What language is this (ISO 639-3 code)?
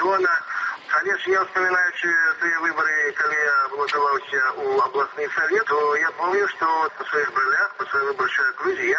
bel